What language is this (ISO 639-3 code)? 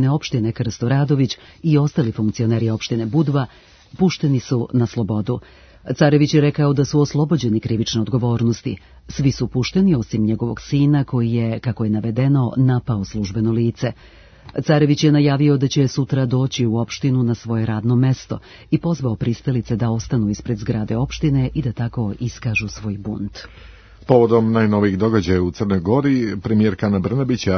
srp